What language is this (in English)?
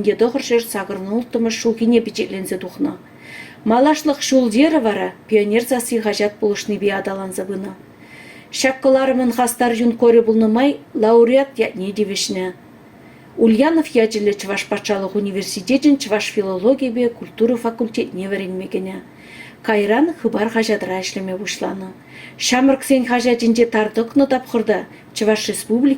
Chuvash